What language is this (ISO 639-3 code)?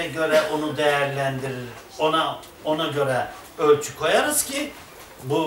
tur